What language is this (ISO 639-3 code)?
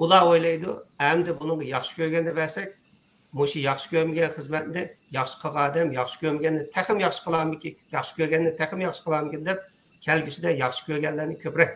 uig